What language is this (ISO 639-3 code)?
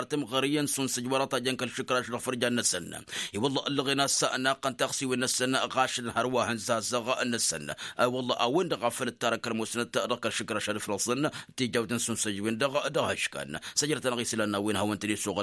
taq